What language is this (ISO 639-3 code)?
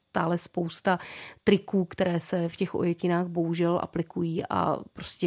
ces